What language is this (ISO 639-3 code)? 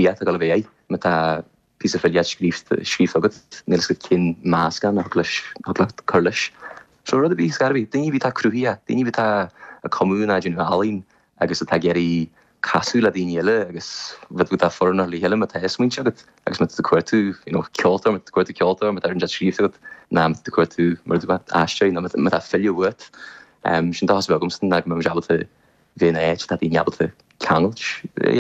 gle